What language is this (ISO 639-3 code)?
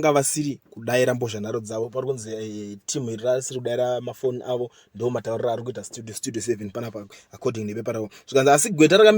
sna